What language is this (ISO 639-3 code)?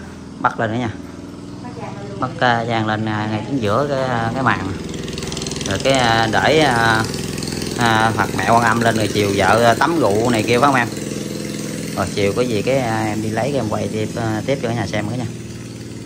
vie